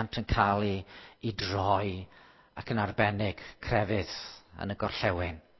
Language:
Welsh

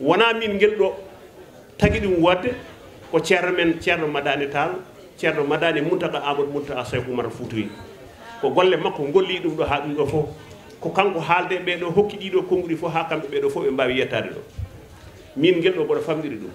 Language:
Fula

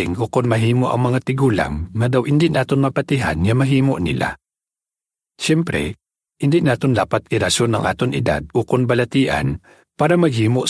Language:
Hiligaynon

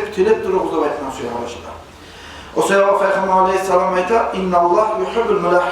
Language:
Kumyk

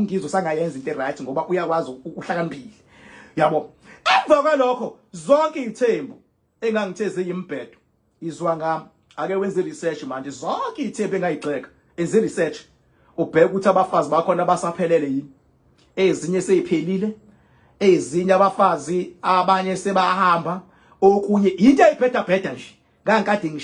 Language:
Zulu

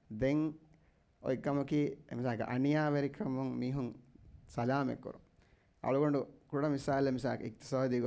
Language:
Divehi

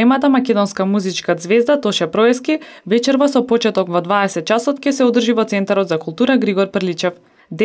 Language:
Macedonian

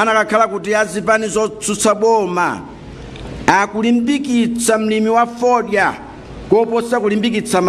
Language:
Nyanja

